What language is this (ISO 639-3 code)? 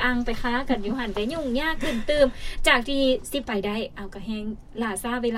lao